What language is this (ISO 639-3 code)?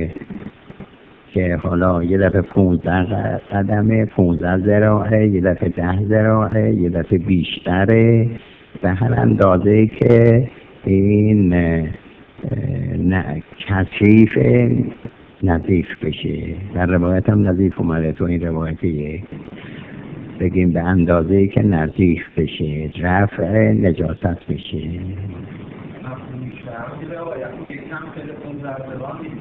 fas